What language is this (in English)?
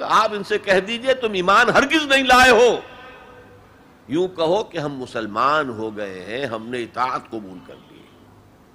Urdu